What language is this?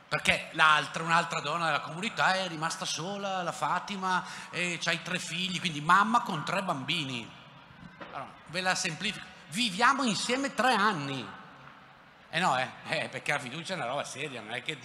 Italian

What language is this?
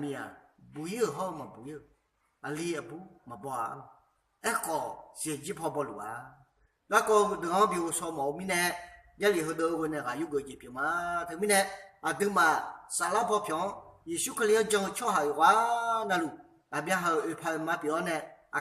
Akha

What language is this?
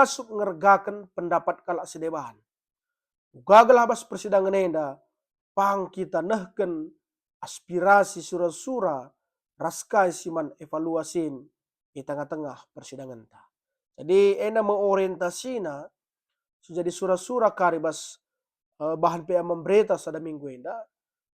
Batak Karo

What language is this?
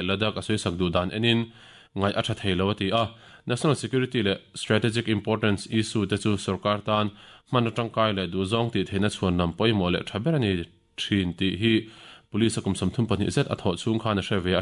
Mizo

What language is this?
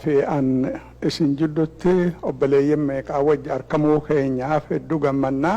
Oromo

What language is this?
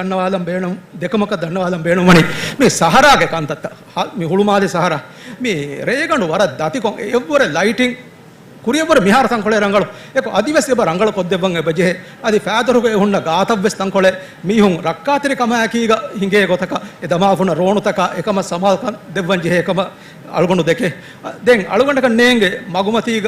Divehi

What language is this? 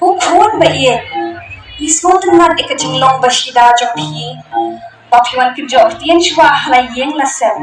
Khasi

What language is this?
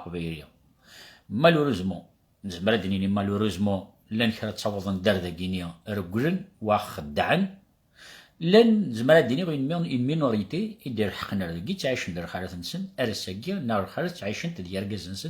Kabyle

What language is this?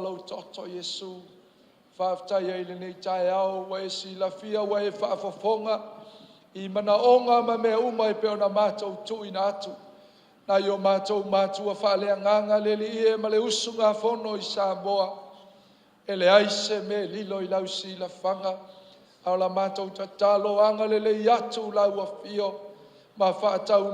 Samoan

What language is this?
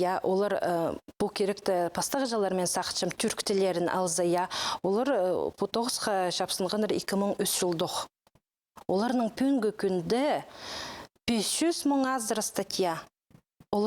Khakas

